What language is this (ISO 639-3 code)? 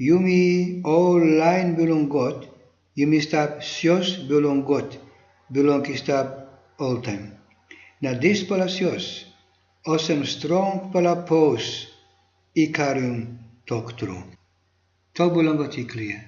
tpi